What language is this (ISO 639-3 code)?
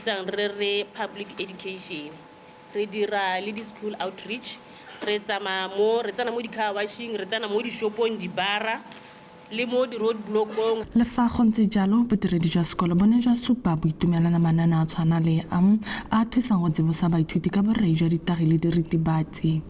tsn